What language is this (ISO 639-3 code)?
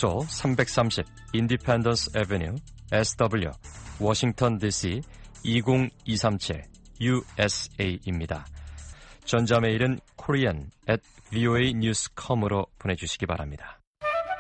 kor